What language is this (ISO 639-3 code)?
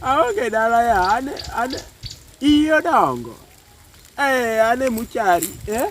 luo